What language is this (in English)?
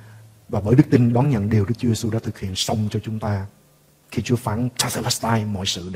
Vietnamese